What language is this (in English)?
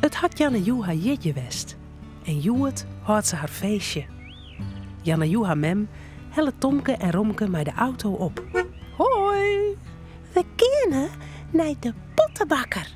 Western Frisian